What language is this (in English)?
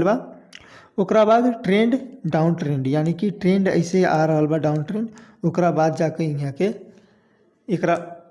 Bhojpuri